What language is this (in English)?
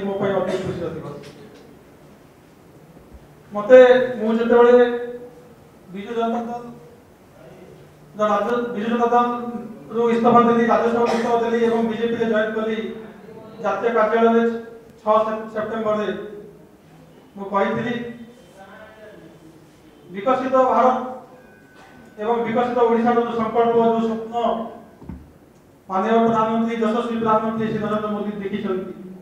Odia